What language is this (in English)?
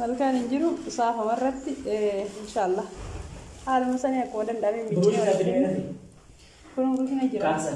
Oromo